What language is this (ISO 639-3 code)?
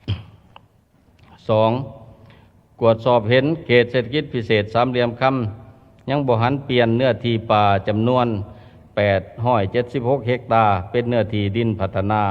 lao